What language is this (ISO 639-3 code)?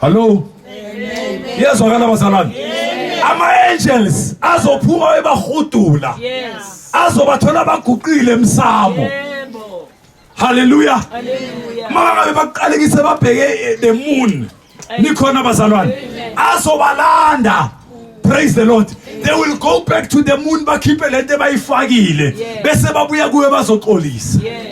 zul